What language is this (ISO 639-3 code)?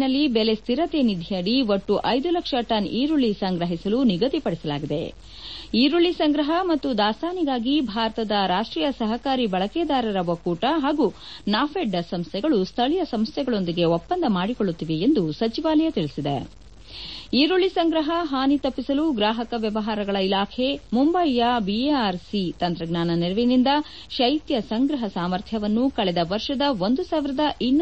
kan